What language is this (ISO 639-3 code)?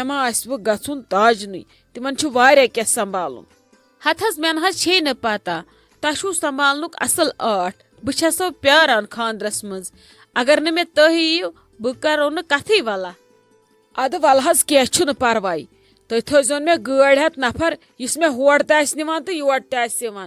kas